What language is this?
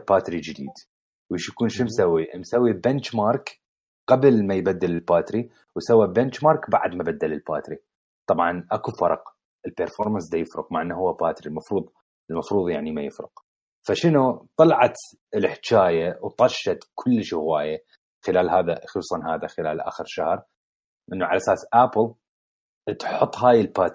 Mesopotamian Arabic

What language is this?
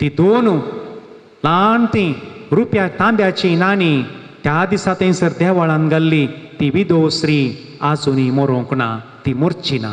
Konkani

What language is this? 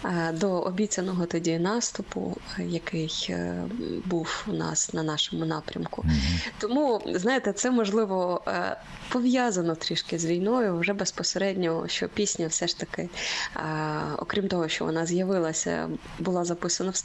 Ukrainian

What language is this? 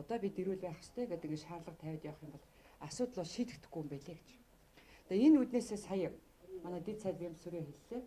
Mongolian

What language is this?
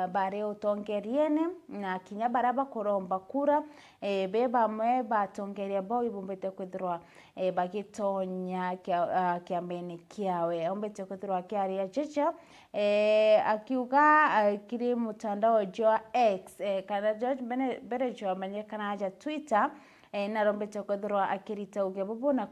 Meru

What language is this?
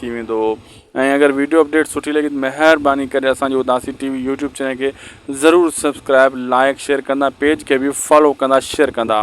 Sindhi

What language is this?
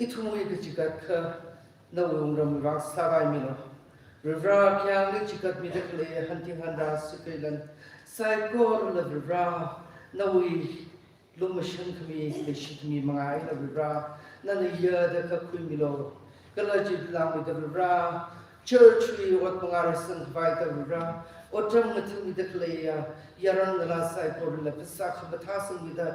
Tangkhul Naga (India)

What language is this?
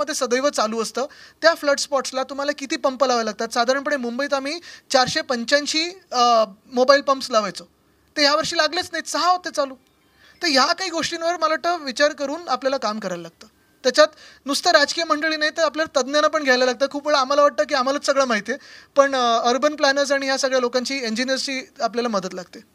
Marathi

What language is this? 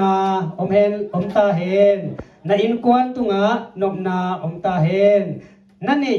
Tedim Chin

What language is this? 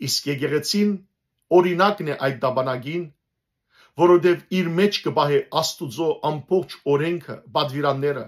Western Armenian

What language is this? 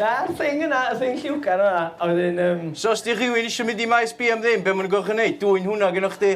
Welsh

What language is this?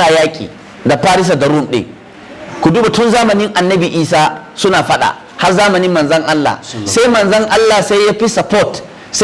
Hausa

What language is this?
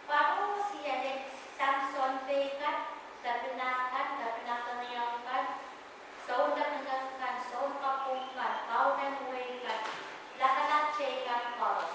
Pohnpeian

